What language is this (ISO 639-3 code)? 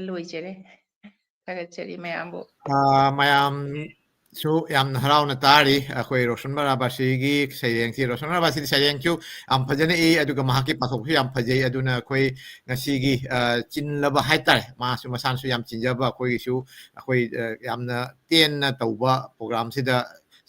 mni